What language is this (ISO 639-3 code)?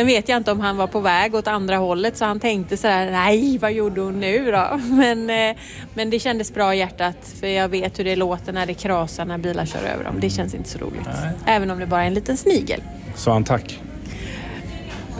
swe